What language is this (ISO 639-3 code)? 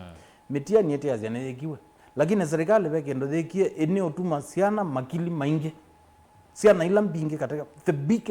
kam